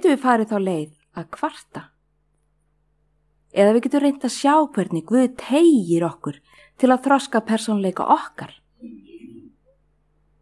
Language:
Icelandic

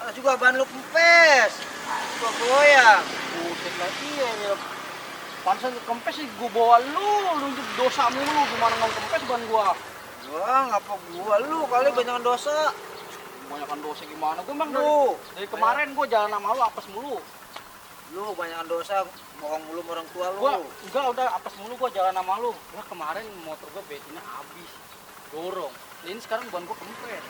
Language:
Betawi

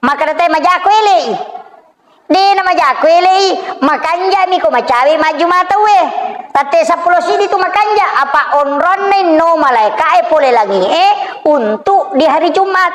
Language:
Buginese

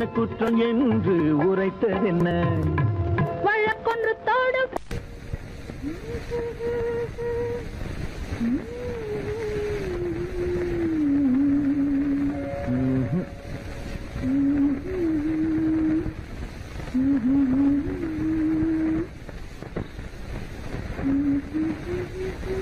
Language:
Tamil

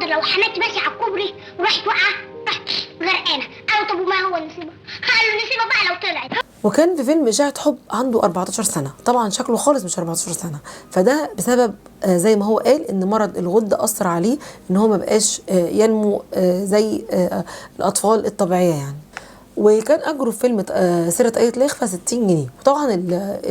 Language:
Egyptian Arabic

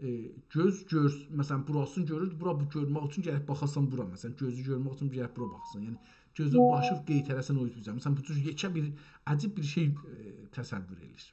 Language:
South Azerbaijani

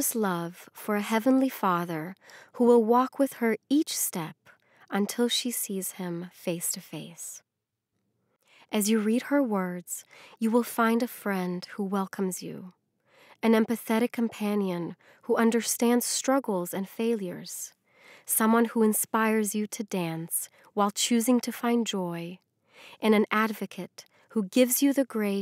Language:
English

